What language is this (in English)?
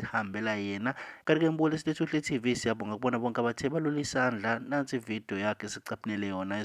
Zulu